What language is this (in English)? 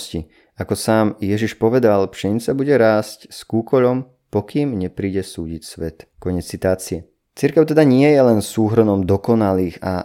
Slovak